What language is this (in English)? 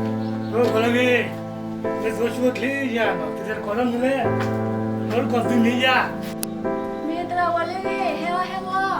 S'gaw Karen